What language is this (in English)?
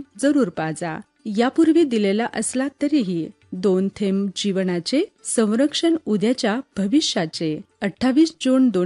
Marathi